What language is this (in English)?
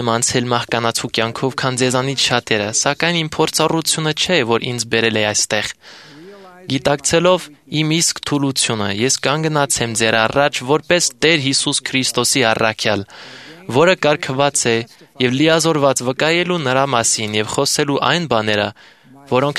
Armenian